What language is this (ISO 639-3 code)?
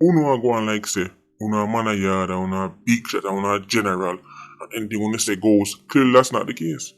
jam